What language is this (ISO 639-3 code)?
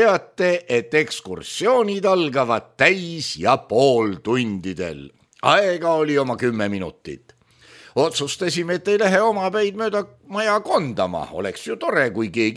est